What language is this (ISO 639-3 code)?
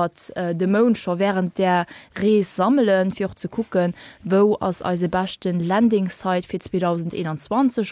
ltz